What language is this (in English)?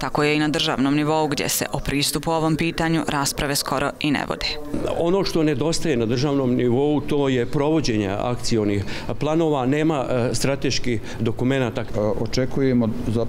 Bosnian